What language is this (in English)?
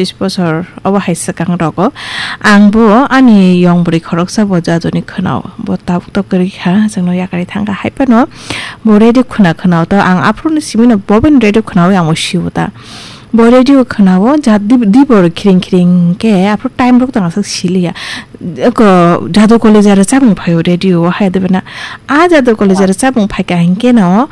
Kok Borok